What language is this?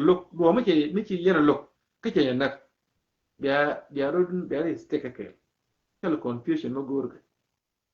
Nuer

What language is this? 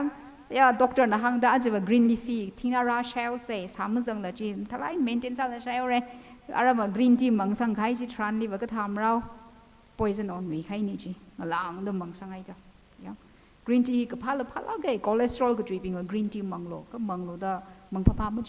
Tangkhul Naga (India)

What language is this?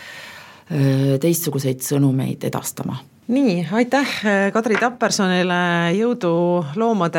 Estonian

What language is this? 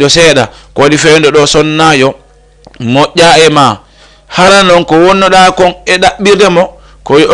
Fula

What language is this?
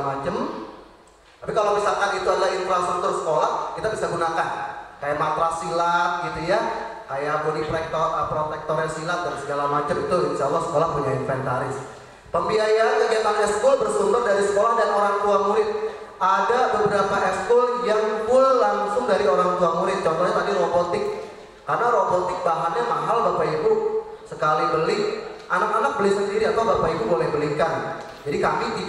Indonesian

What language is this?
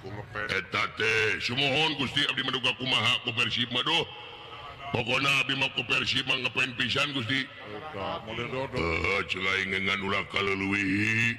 Sundanese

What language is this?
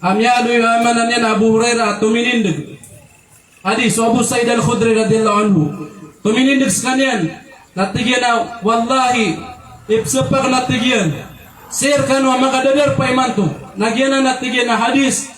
Maranao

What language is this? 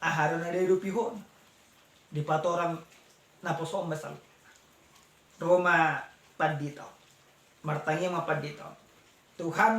Batak Toba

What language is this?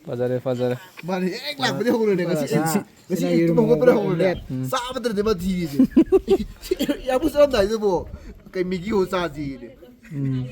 Manipuri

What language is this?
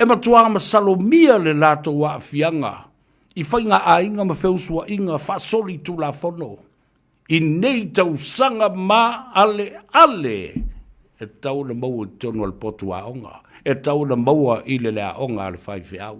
Samoan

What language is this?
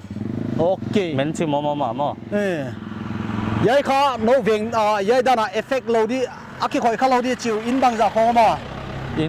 Paite Chin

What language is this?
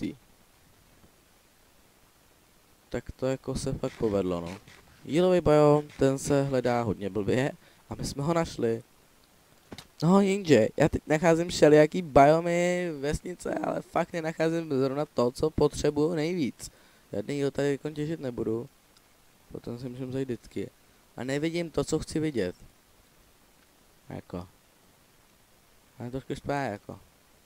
Czech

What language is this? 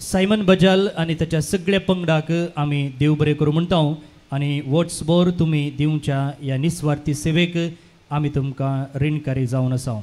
Konkani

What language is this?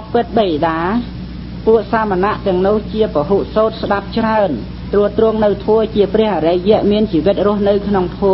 Khmer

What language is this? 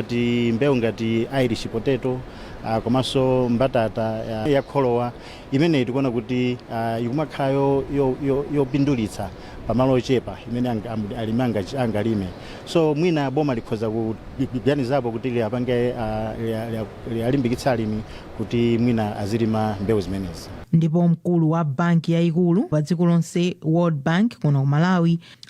Nyanja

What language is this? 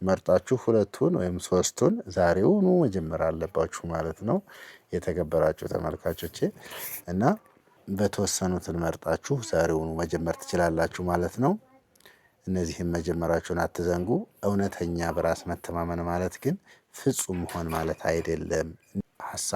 Amharic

